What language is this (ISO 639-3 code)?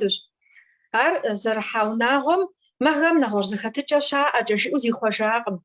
kbd